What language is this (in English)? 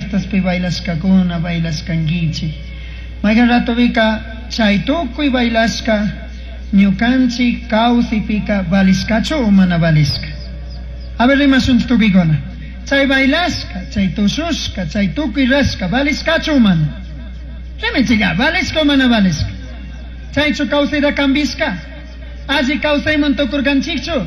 Chimborazo Highland Quichua